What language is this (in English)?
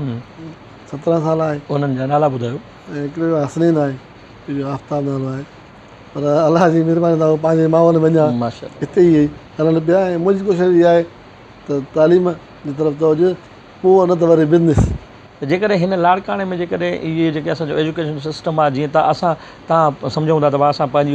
Sindhi